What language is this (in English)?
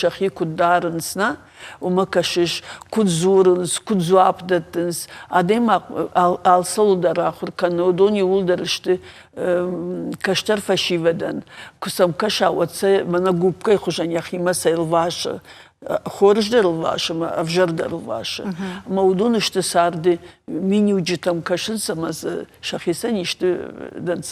Ossetic